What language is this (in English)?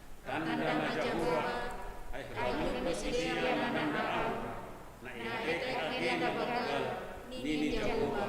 Batak Simalungun